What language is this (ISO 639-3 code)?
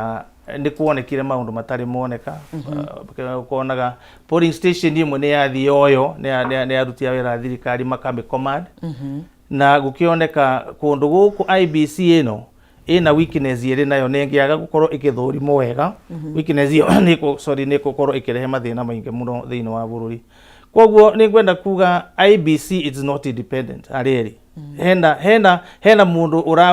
kik